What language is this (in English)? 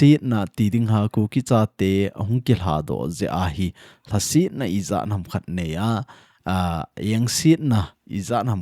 Thado Chin